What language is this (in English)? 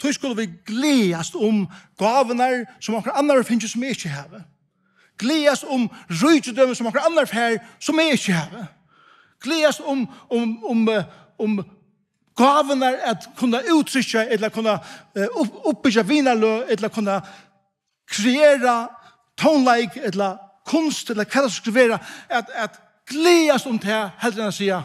Faroese